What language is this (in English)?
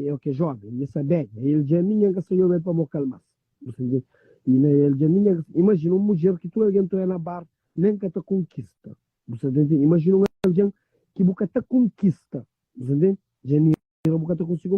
Kabuverdianu